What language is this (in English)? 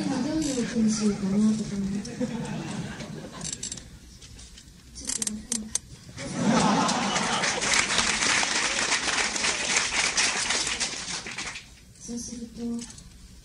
Japanese